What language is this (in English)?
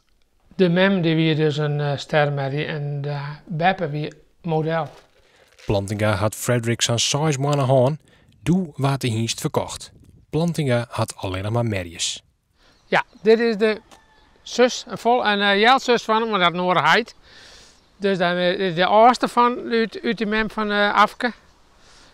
Western Frisian